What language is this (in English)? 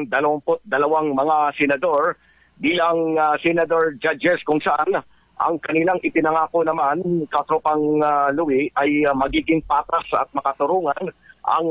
Filipino